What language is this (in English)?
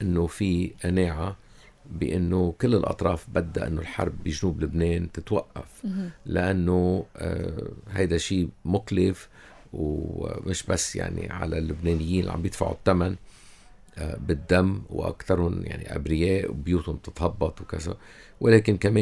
North Levantine Arabic